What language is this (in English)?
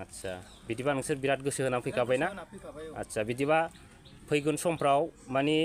Bodo